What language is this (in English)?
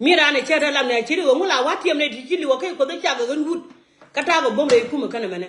Nuer